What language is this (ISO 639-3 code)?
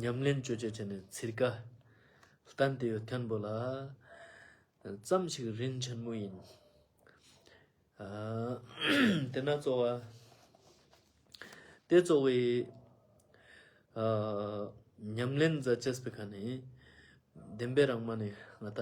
lbj